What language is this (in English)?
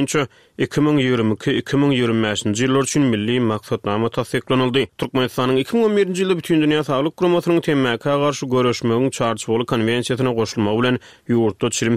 Turkmen